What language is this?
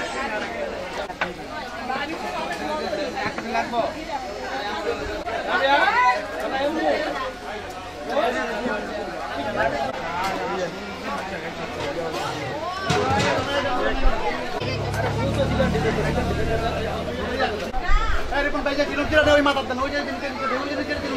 Bangla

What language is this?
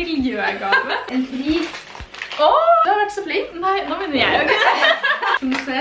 Norwegian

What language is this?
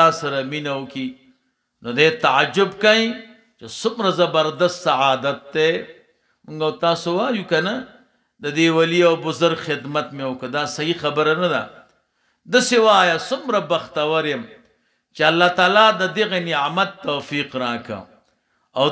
Pashto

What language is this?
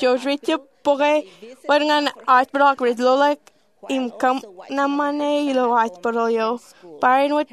Marshallese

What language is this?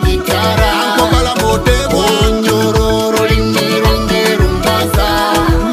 Nyoro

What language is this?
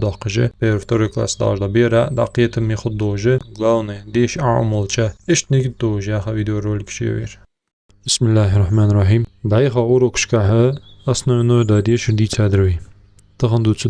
Ingush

